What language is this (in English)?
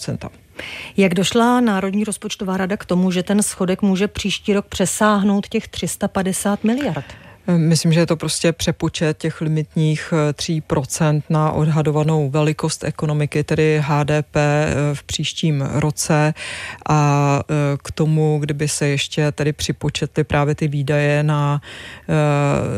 Czech